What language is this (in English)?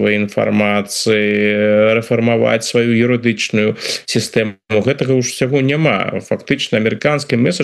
Belarusian